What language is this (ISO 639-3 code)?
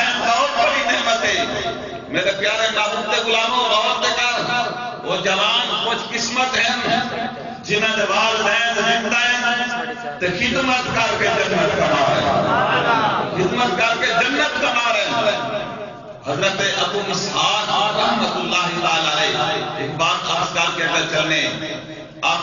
skr